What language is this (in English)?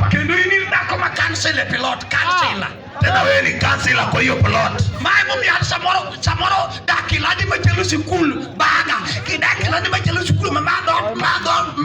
Luo (Kenya and Tanzania)